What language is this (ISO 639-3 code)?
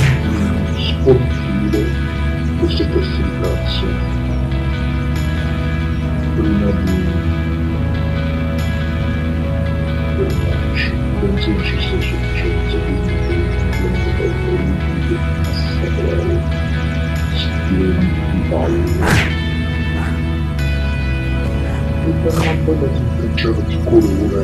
ita